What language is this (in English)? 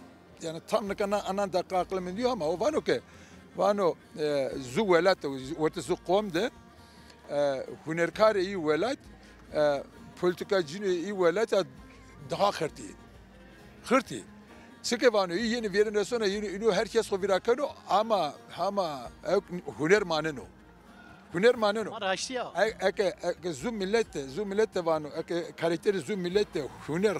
Zaza